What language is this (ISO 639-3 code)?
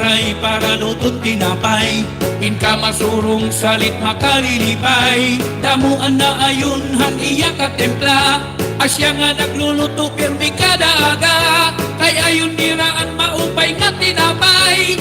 war